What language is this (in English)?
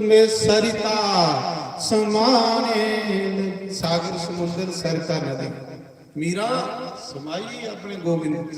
Dogri